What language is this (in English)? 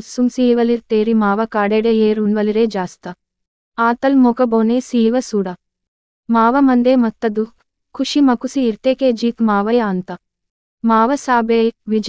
Gondi